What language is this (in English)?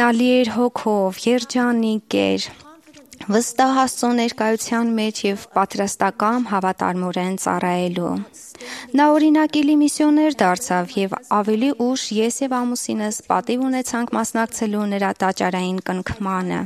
Armenian